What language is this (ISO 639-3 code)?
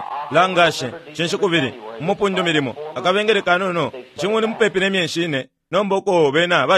bem